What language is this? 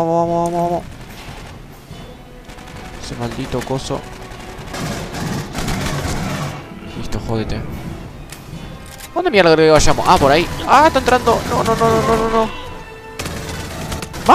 Spanish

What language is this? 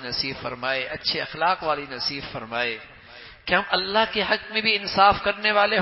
Urdu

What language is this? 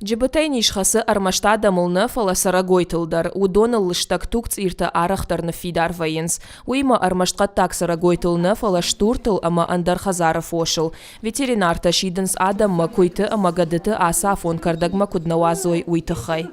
Ossetic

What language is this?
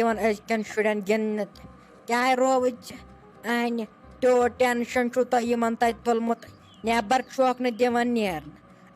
Kashmiri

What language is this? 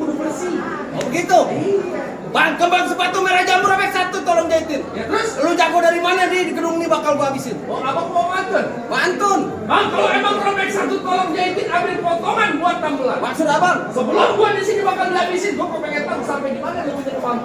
Betawi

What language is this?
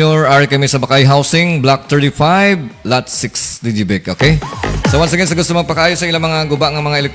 Hiligaynon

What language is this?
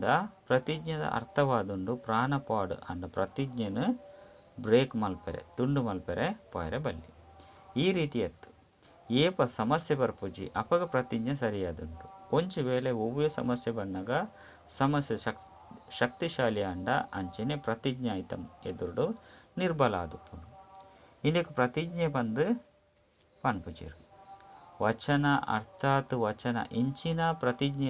Tulu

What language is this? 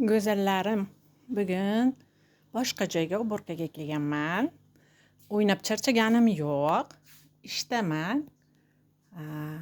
Uzbek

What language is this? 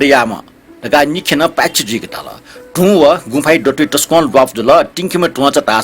Newari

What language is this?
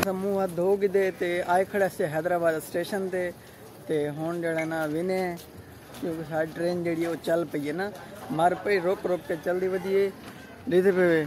Saraiki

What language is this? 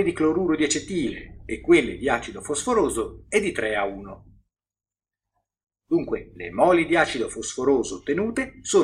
Italian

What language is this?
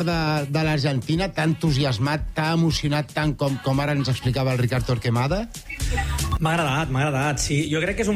Catalan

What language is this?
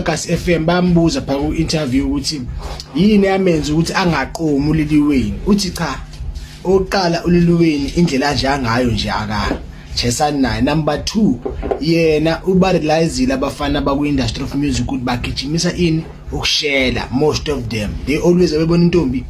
Zulu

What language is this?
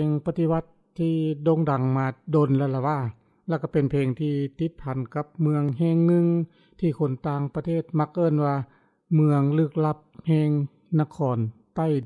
Lao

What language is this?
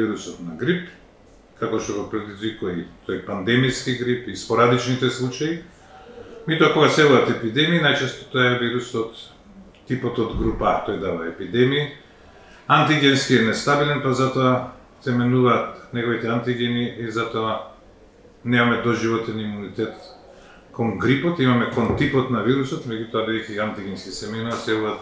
Macedonian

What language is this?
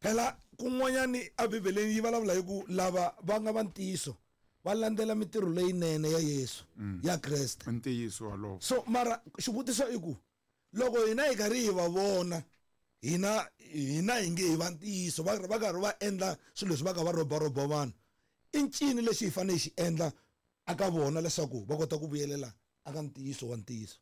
Tsonga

